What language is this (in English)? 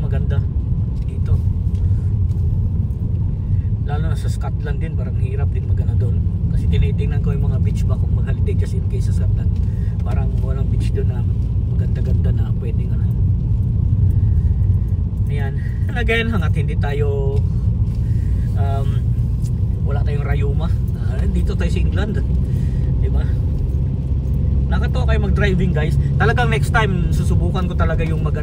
Filipino